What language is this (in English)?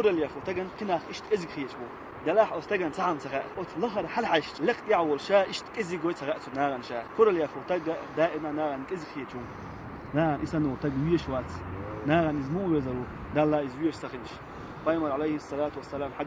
Chechen